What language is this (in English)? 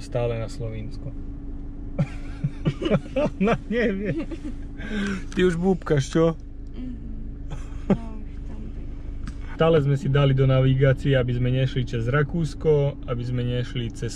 Slovak